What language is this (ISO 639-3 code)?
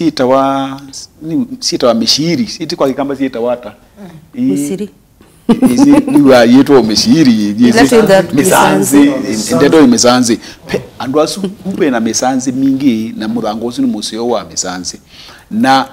kam